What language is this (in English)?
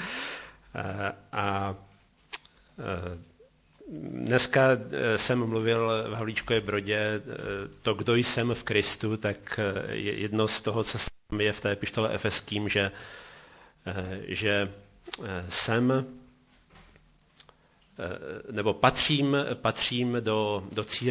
Czech